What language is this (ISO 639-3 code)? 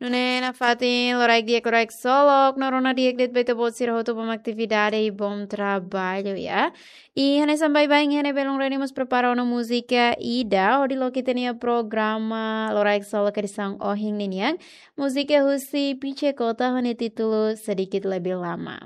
tet